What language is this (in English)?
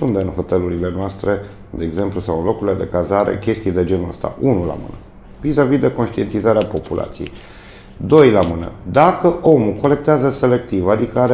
Romanian